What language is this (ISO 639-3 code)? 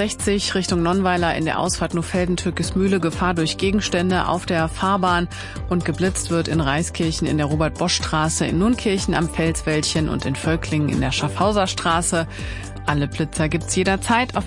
deu